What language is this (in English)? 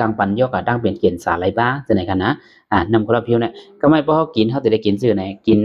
Shan